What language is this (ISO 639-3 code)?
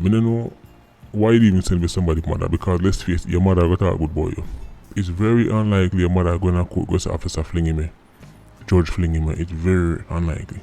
jam